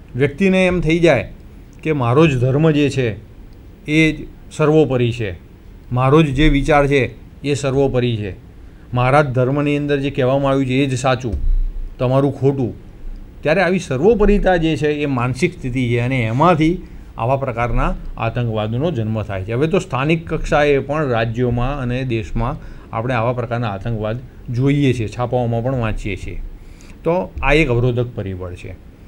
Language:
Gujarati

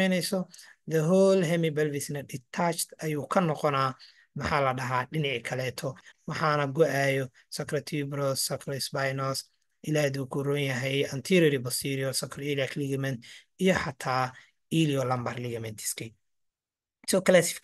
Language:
Somali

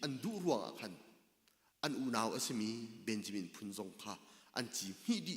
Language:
Hakha Chin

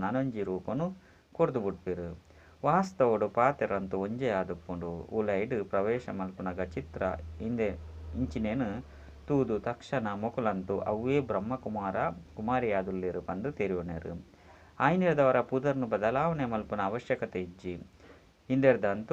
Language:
Tulu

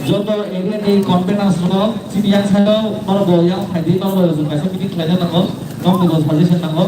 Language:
Kok Borok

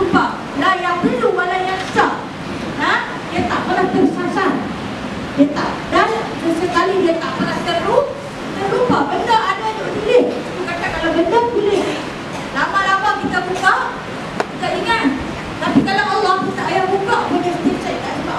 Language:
Malay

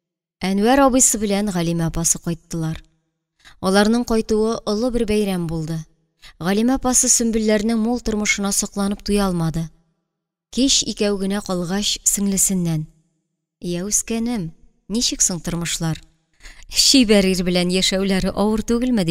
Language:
Tatar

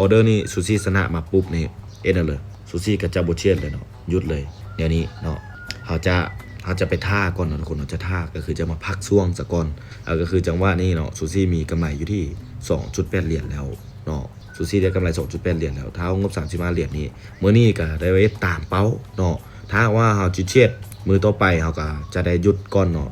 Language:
Lao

